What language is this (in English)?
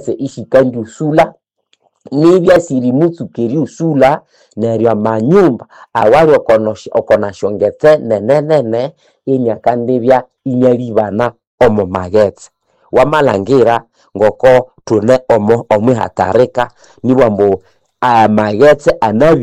Nande